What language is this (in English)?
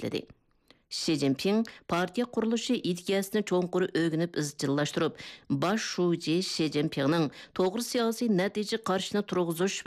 Uyghur